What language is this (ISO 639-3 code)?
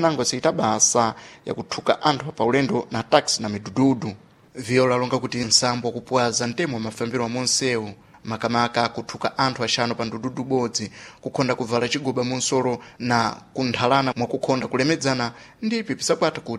seh